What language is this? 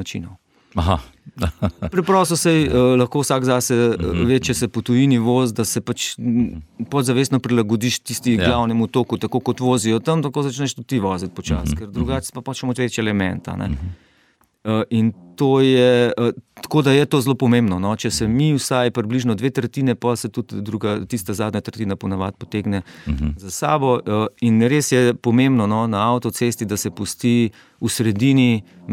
Slovenian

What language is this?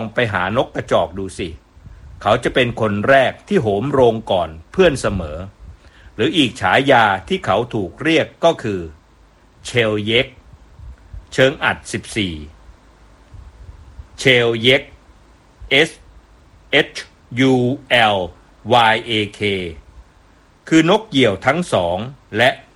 Thai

